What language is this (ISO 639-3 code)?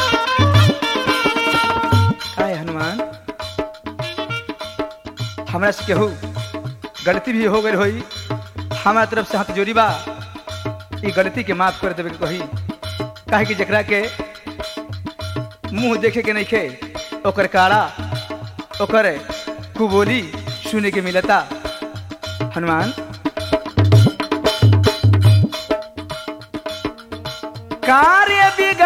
bho